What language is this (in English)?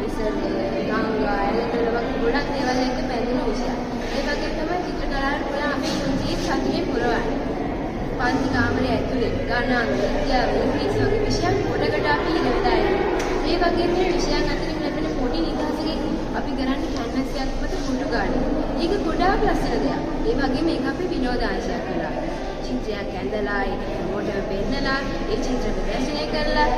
Sinhala